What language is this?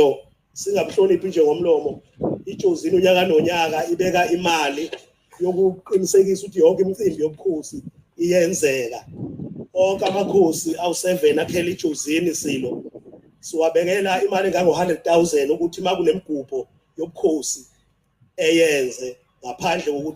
Zulu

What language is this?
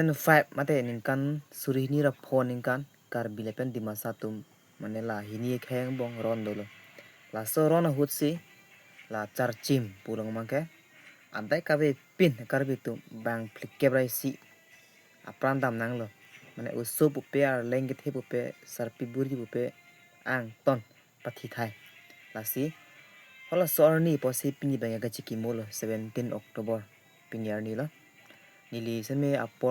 Karbi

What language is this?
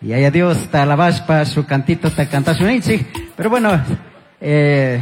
Chimborazo Highland Quichua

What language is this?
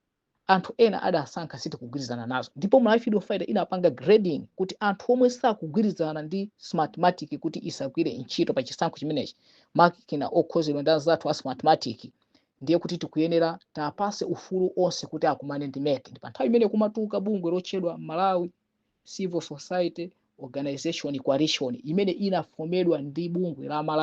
Nyanja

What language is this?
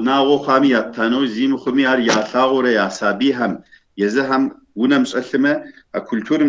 Kabardian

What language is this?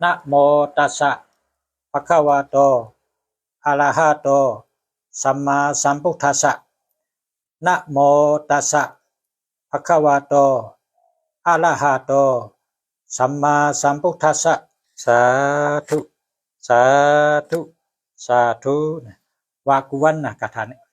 Shan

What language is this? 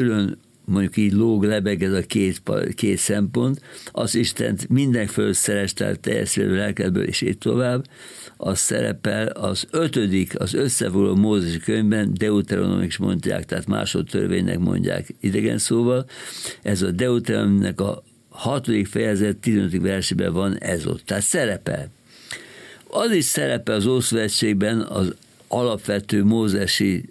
Hungarian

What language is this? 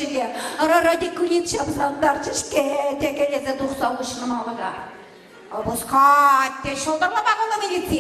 Chuvash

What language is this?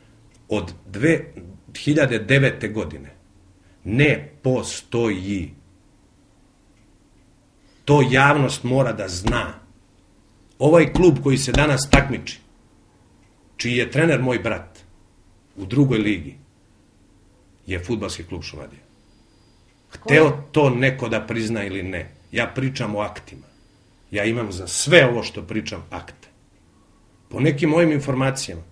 Serbian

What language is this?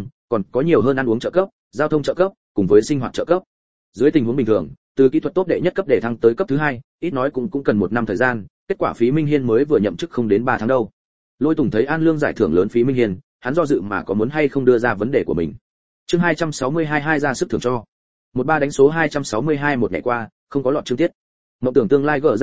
Vietnamese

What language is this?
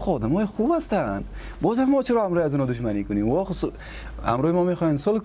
Persian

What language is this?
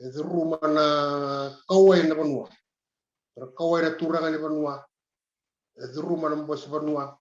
Fijian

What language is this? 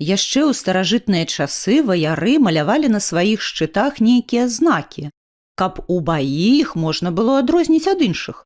Belarusian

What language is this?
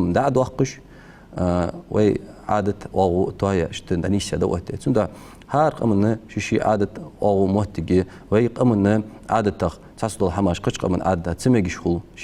Ingush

